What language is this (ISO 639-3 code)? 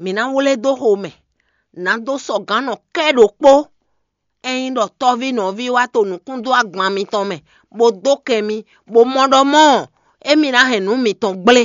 fon